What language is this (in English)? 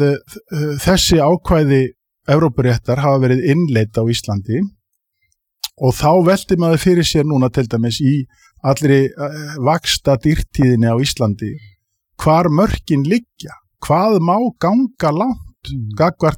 Icelandic